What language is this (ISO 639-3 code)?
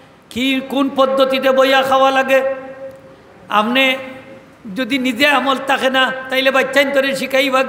syl